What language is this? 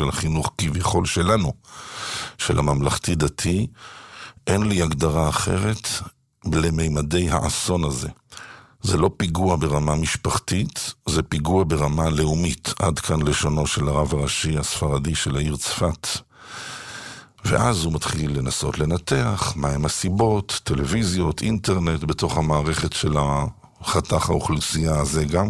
Hebrew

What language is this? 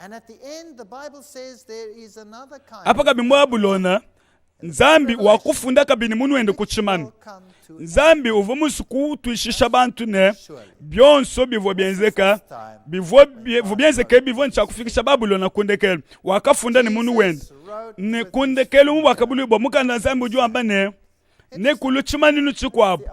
Luba-Lulua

